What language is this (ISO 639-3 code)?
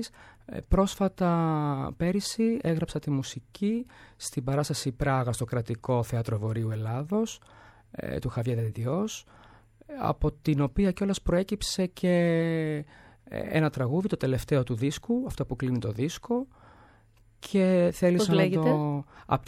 ell